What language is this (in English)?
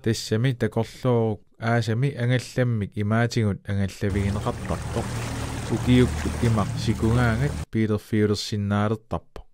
Kalaallisut